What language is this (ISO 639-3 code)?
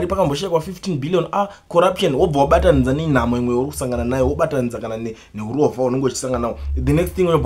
sna